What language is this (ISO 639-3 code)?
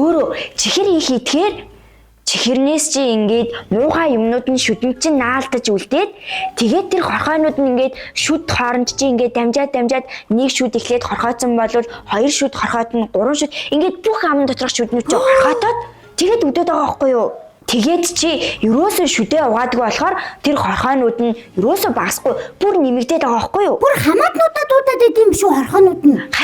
mon